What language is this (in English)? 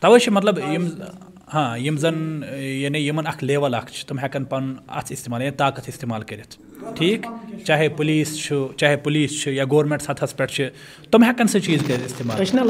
Kashmiri